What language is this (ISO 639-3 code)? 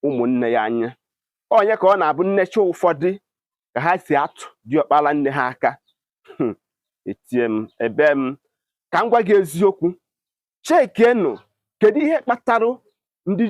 ibo